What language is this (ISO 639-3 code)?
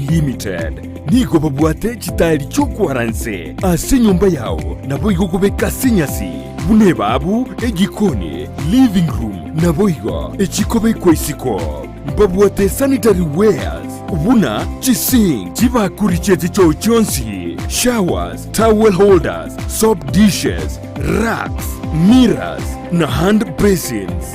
guz